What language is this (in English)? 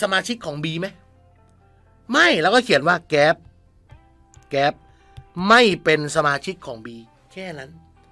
Thai